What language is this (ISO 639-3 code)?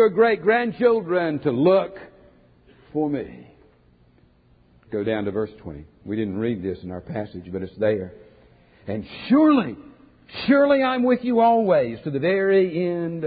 eng